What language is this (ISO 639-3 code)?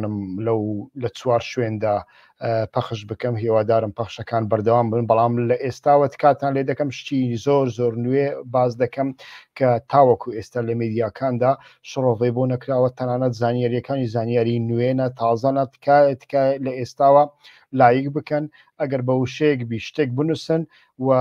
ckb